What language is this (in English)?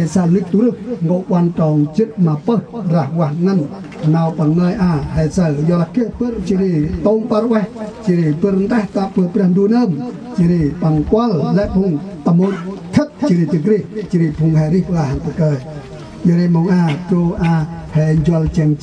Central Mnong